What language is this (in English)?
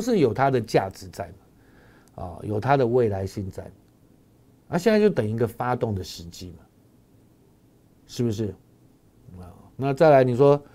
Chinese